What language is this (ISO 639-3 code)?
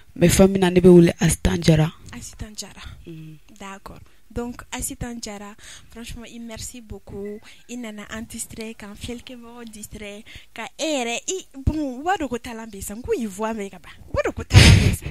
bam